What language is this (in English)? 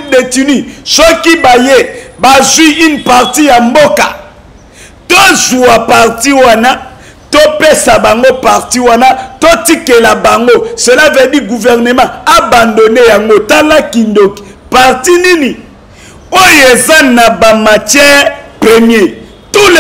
Lingala